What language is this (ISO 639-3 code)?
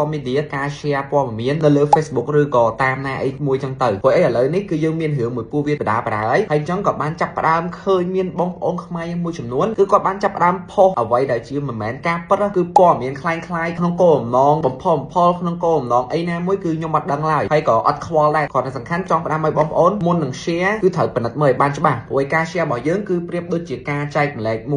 khm